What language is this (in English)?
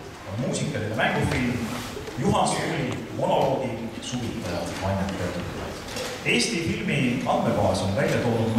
Estonian